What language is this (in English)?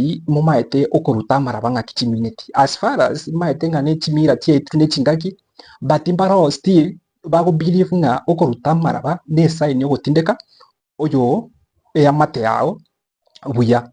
Gusii